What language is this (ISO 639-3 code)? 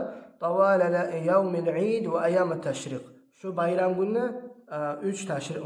kum